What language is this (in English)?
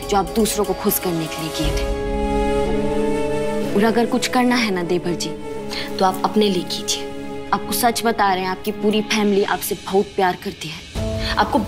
Hindi